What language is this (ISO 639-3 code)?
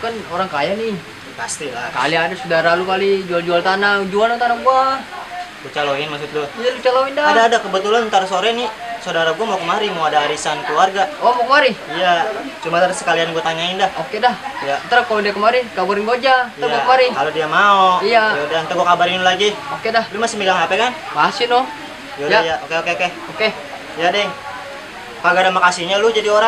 bew